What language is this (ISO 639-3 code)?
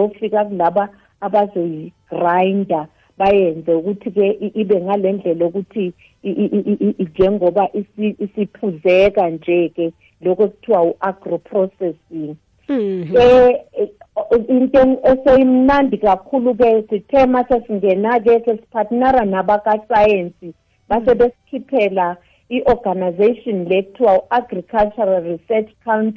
nbl